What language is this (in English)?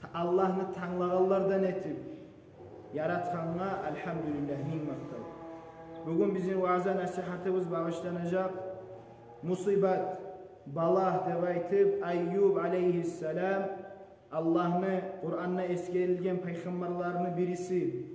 Kumyk